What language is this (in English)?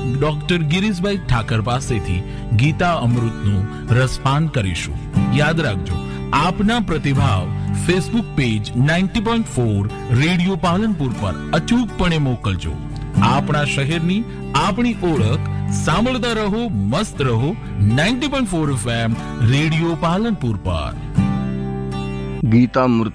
Gujarati